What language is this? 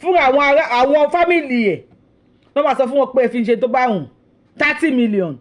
Yoruba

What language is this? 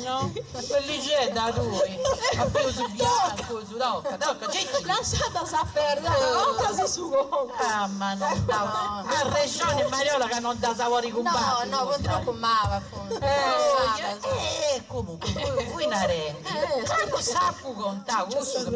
Sardinian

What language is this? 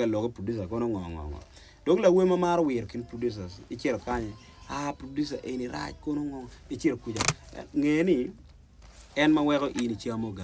Acoli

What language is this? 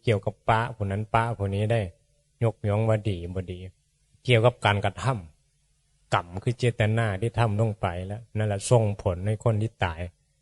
Northeastern Thai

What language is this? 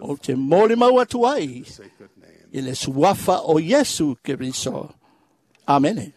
Samoan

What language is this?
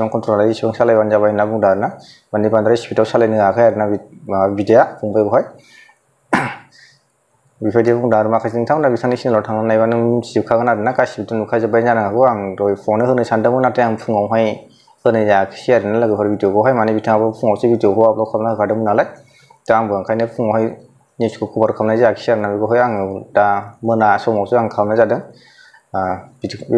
Bodo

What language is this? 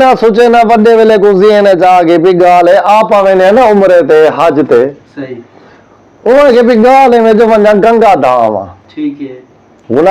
Saraiki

